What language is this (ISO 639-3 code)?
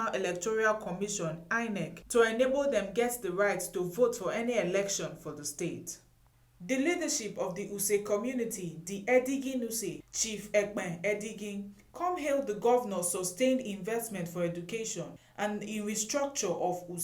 pcm